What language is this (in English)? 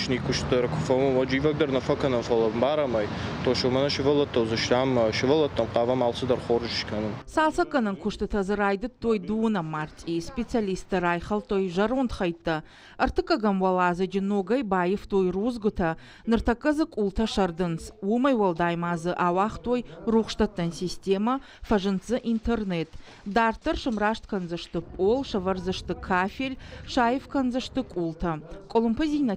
Ossetic